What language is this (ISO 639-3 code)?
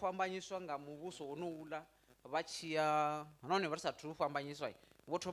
ven